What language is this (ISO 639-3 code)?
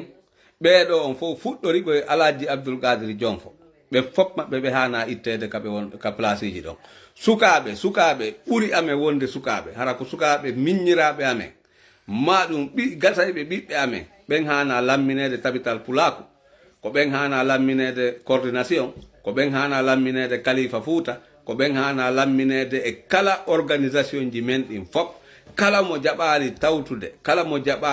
ful